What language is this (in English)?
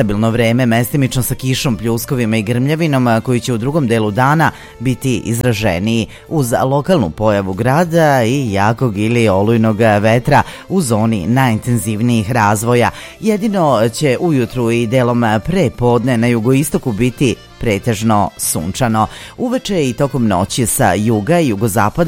Serbian